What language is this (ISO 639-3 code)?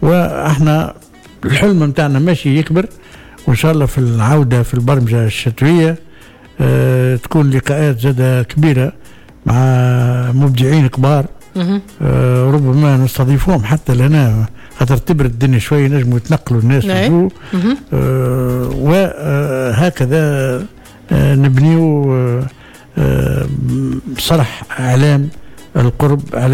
aeb